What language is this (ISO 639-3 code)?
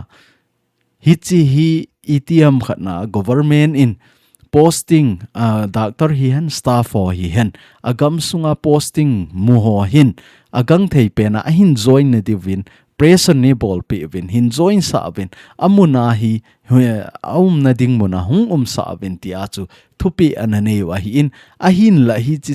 tcz